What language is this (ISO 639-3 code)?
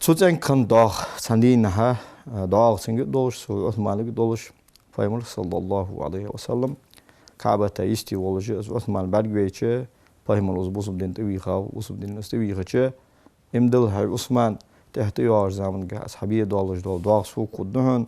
inh